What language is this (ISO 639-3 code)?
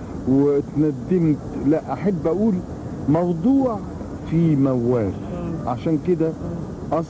afb